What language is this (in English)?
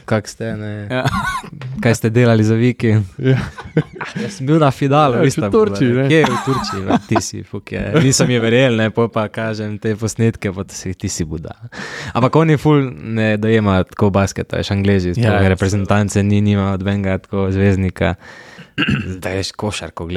Slovenian